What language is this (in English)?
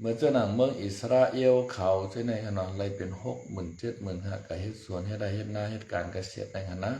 Shan